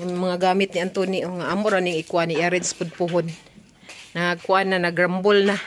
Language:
Cebuano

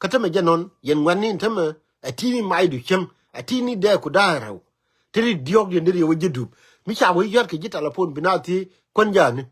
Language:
Nuer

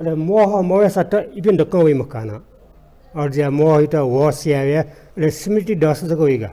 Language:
Newari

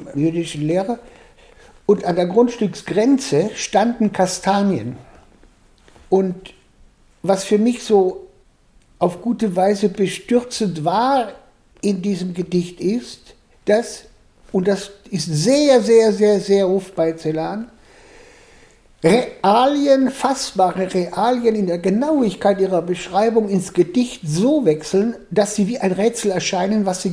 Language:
German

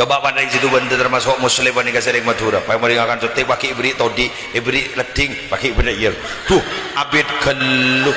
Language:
Madurese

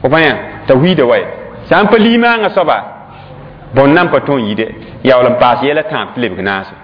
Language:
Mossi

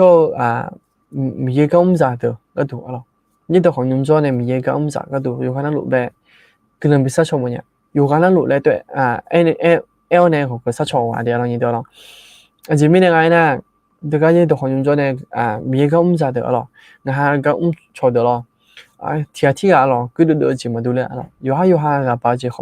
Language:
Akha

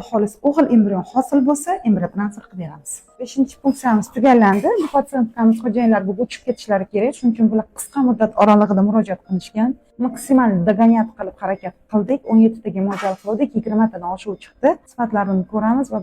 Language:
Uzbek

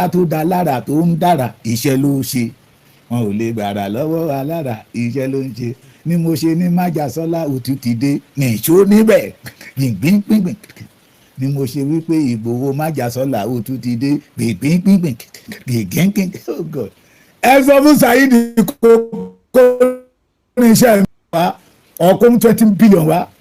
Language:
Yoruba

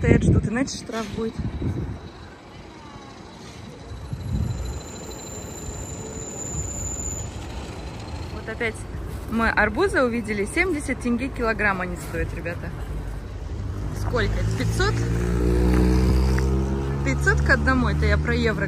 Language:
Russian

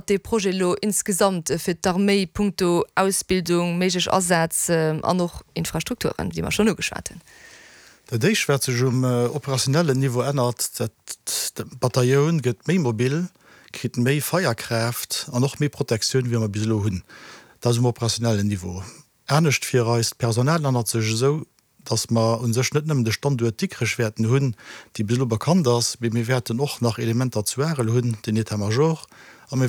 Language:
Luxembourgish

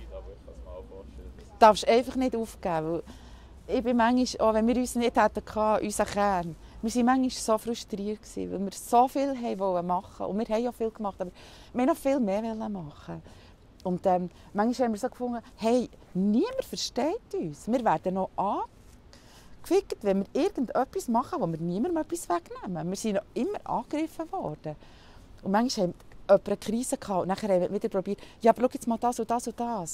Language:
Swiss German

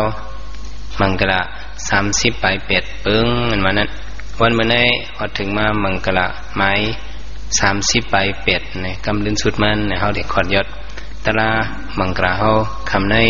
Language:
Shan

